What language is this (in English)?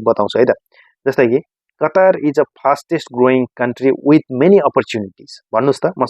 Nepali